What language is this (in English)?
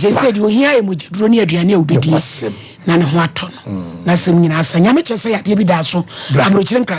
Akan